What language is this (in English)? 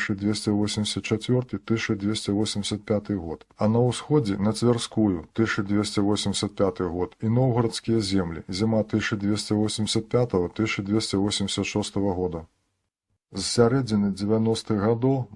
Belarusian